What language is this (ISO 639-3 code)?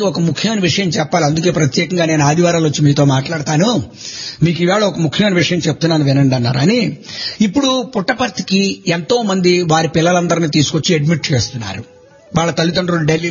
tel